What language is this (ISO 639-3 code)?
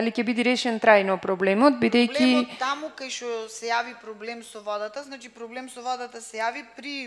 mkd